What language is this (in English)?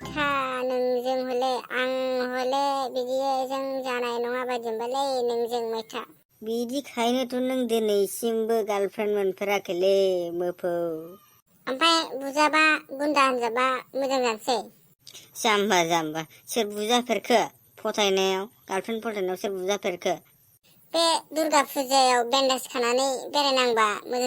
Bodo